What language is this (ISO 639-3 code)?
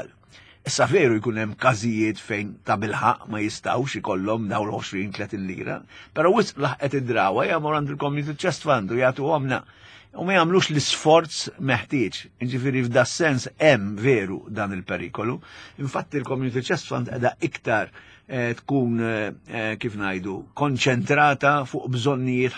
mlt